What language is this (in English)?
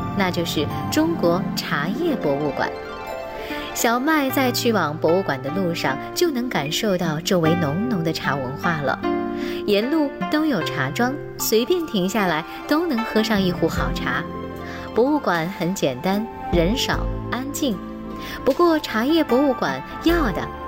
Chinese